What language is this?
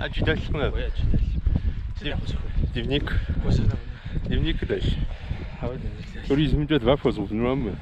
Kabardian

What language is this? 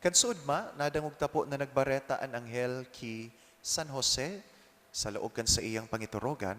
Bikol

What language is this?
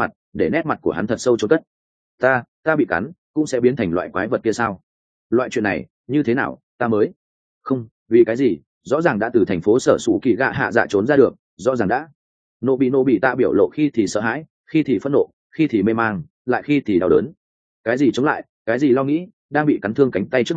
Vietnamese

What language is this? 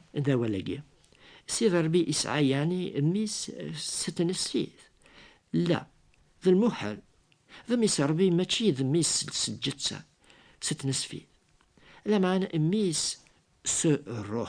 Kabyle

